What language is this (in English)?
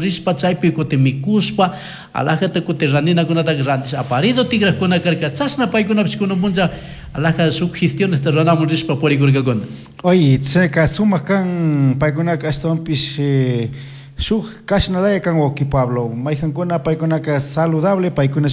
Chimborazo Highland Quichua